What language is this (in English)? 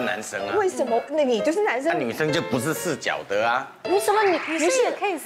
Chinese